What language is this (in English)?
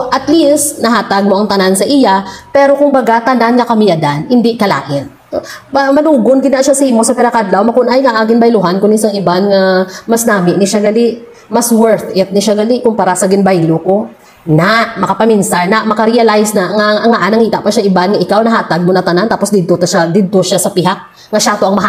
Hiligaynon